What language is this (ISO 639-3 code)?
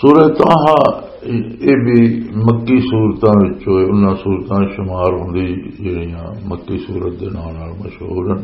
lah